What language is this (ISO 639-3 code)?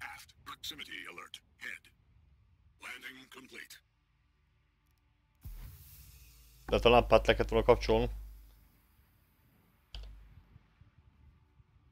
hun